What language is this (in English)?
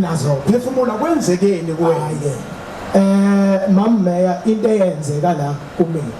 Zulu